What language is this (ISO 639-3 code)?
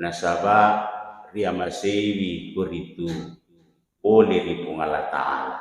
bug